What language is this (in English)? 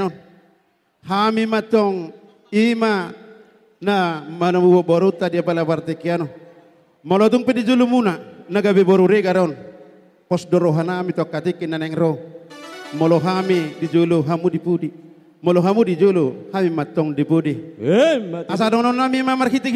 Batak Toba